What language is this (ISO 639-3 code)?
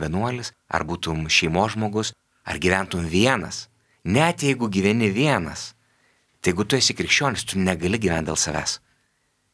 lit